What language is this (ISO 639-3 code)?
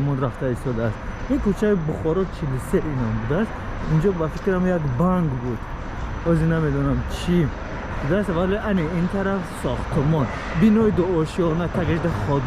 tgk